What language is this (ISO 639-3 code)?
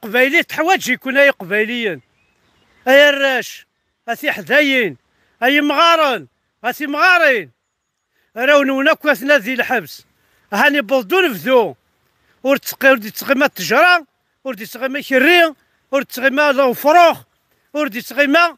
kab